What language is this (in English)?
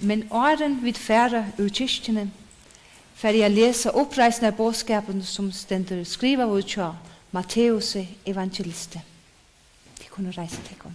Faroese